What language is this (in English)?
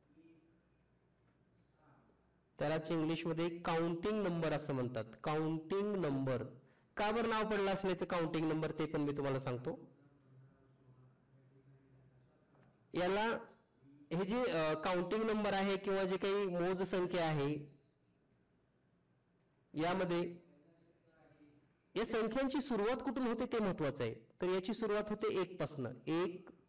Marathi